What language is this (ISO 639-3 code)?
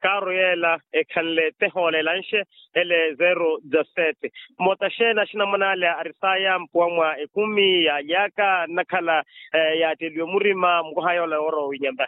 vmw